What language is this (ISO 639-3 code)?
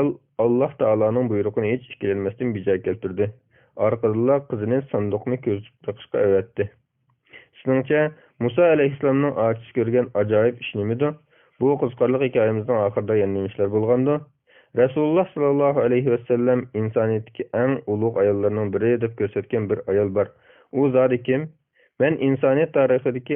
uig